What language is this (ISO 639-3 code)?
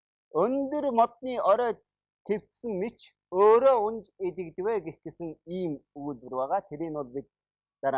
mon